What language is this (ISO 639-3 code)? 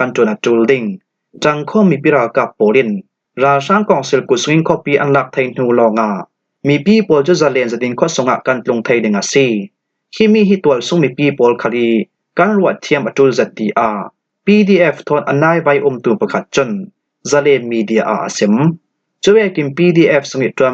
cfm